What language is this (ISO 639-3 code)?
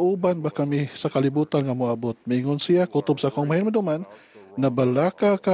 ceb